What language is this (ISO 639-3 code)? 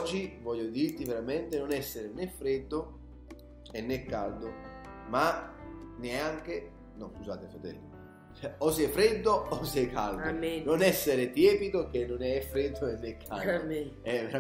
ita